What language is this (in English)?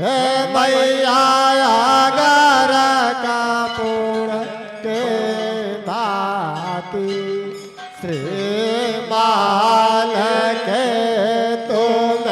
Maithili